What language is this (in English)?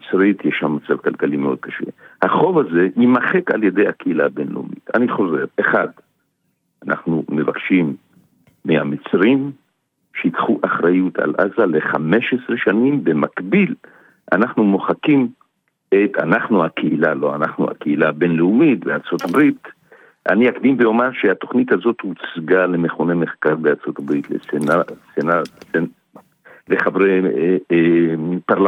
Hebrew